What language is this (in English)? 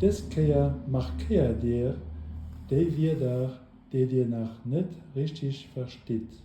Luxembourgish